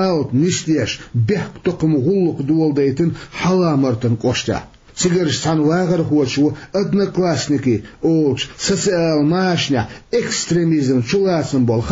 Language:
Chechen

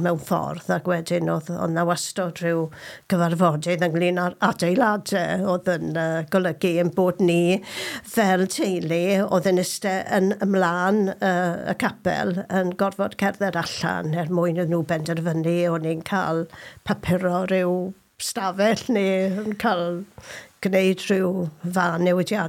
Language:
Welsh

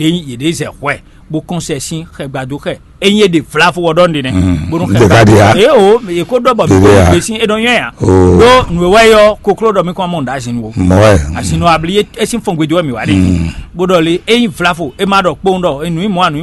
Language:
Fon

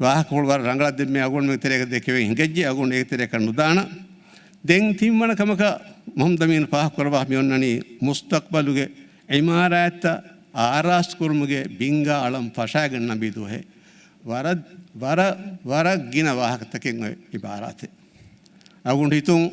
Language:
Divehi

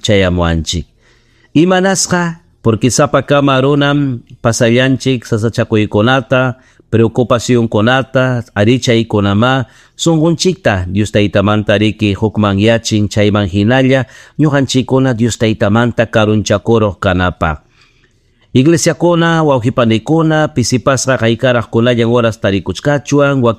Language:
Ayacucho Quechua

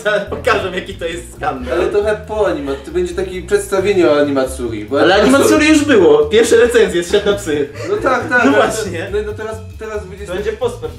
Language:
Polish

